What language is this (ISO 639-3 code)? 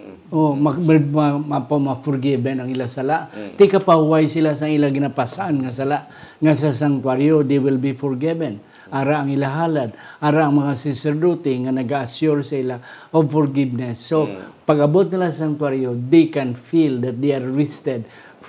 hil